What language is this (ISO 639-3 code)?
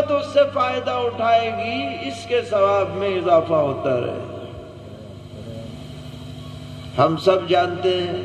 urd